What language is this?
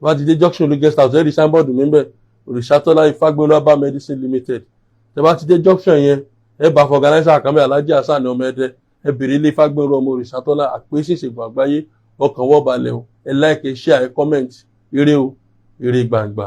Yoruba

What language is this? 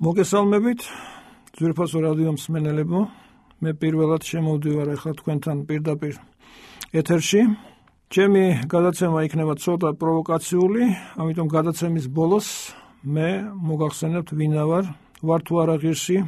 Georgian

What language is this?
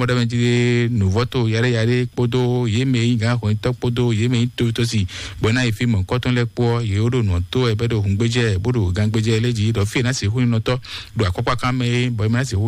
Fon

